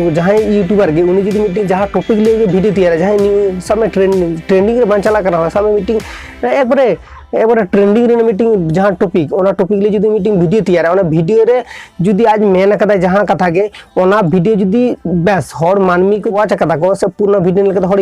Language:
Santali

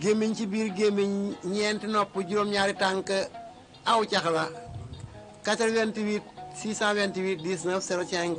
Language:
Wolof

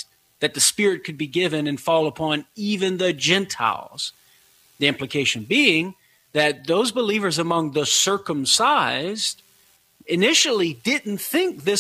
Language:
English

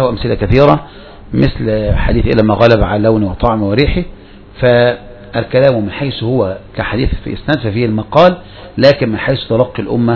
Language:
Arabic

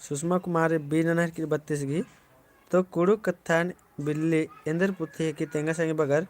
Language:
Kurukh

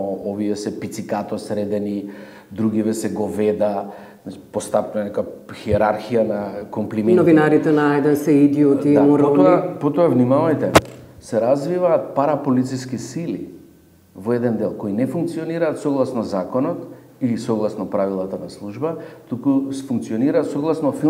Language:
Macedonian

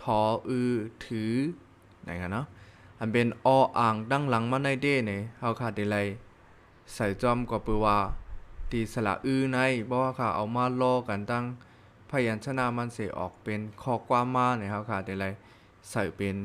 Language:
Shan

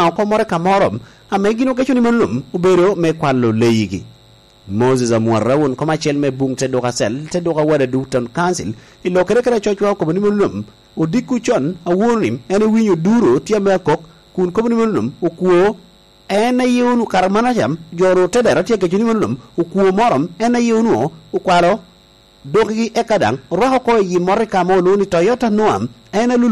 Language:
Lango (Uganda)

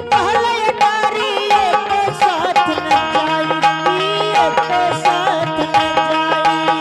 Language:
Angika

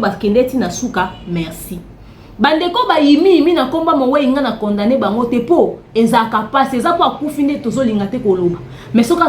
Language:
Lingala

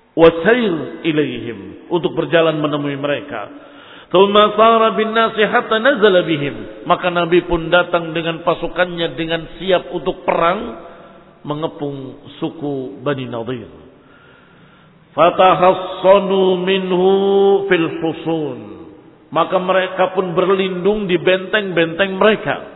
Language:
Indonesian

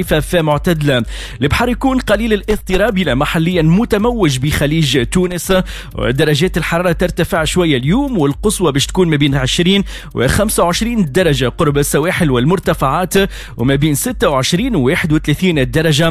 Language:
Tunisian Arabic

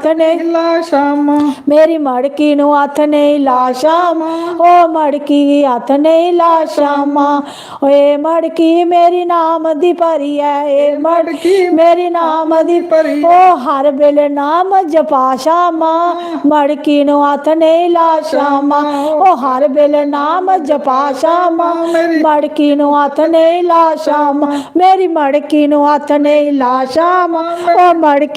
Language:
Dogri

